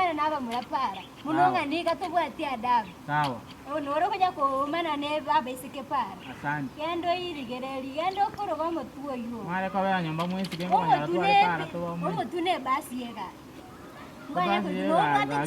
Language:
Gusii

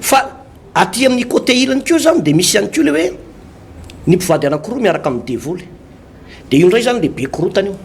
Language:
Malagasy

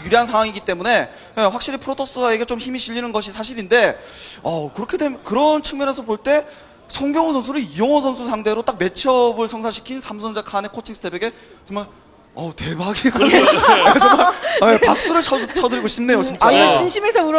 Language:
Korean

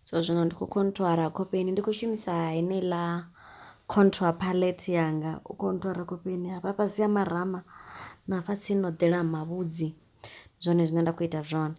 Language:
Venda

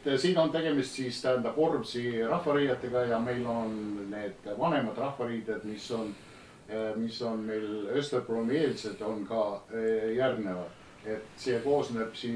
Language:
Estonian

